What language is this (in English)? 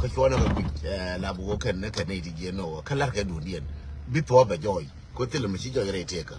Nuer